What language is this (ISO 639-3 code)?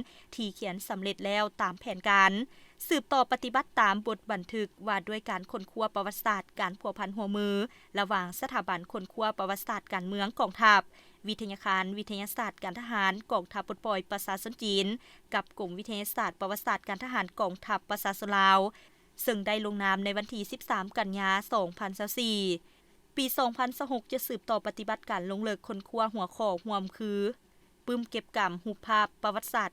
lao